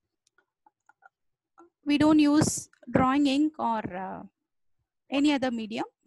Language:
English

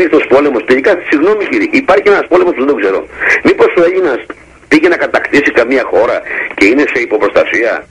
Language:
Greek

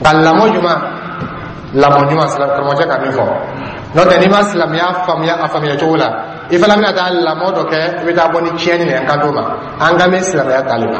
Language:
Dyula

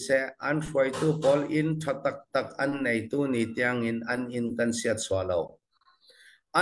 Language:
Falam Chin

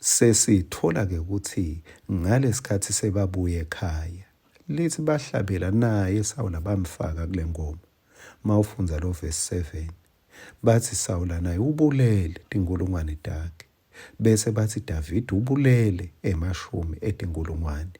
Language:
Swati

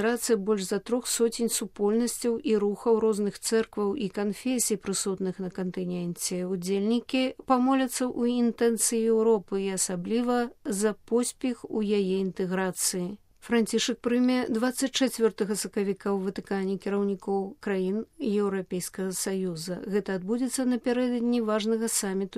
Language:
Belarusian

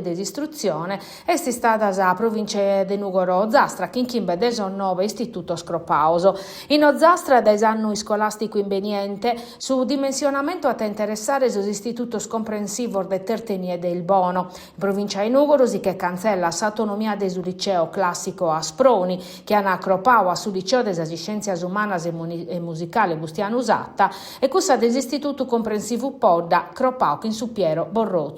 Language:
Sardinian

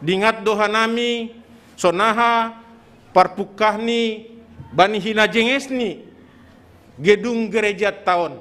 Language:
Batak Simalungun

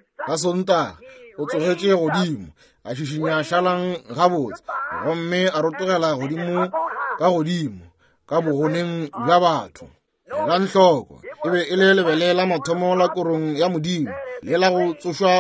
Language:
Northern Sotho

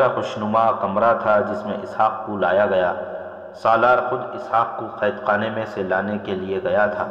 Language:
Urdu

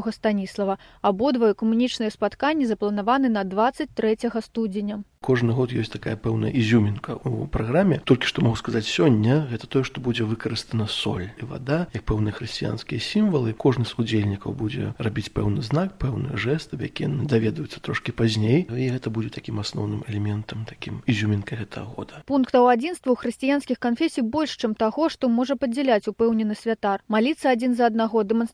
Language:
Belarusian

